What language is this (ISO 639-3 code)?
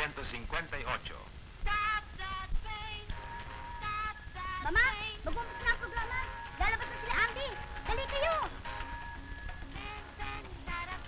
fil